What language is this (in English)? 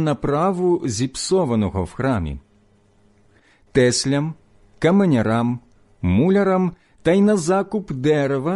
Ukrainian